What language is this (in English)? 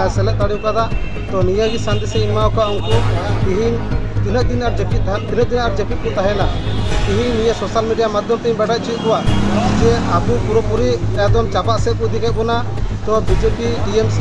Santali